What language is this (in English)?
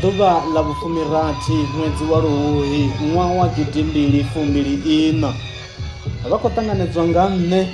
Venda